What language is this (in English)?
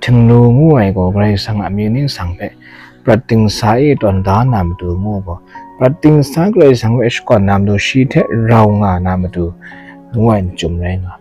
Kachin